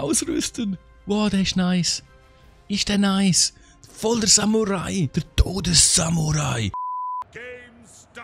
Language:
Swiss German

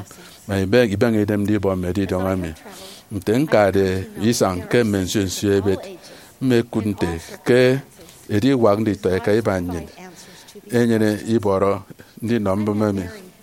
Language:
Efik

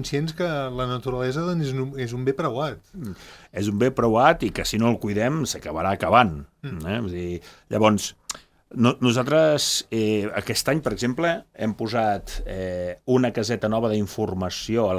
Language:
Catalan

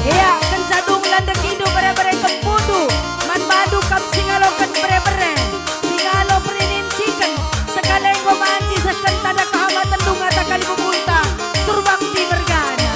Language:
Batak Karo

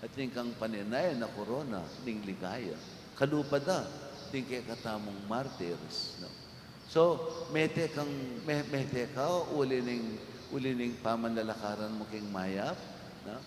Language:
Pampanga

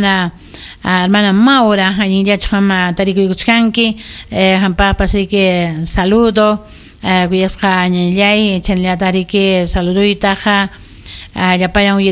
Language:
Ayacucho Quechua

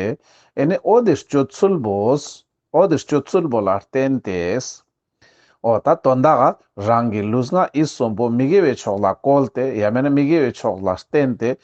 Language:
Ladakhi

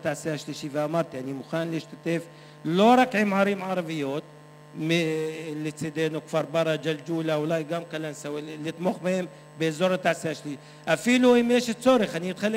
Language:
Hebrew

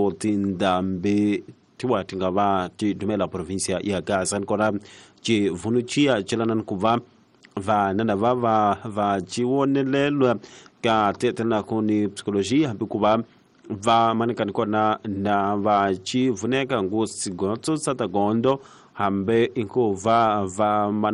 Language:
Tsonga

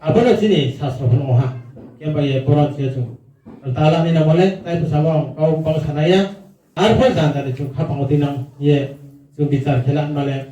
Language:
Riang (India)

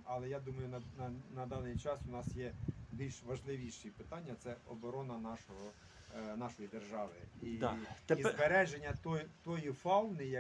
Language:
Ukrainian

